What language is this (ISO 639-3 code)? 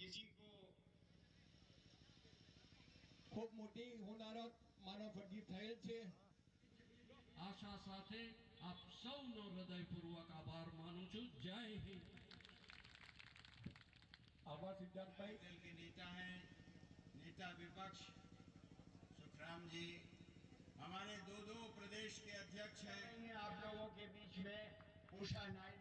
guj